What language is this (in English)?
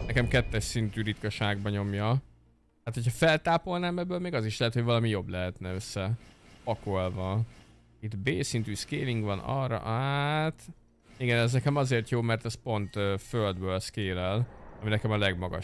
Hungarian